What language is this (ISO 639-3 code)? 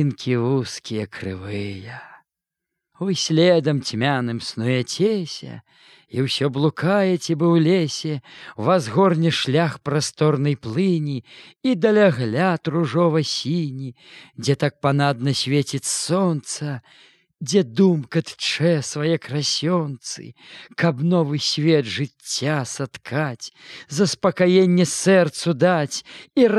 bel